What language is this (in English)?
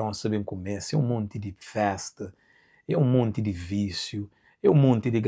Kabuverdianu